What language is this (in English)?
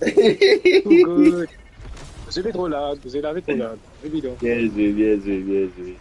Morisyen